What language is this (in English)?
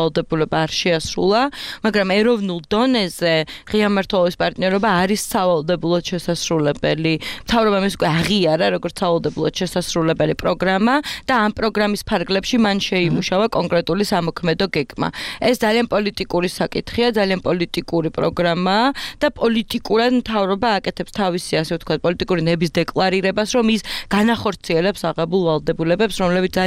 Georgian